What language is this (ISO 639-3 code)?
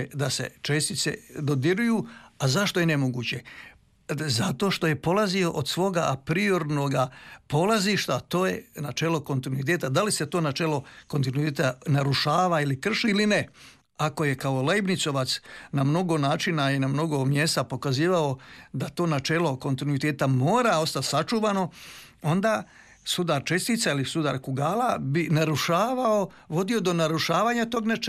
hrv